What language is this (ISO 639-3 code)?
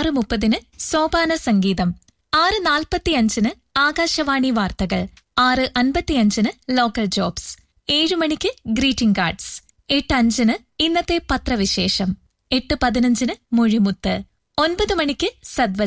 mal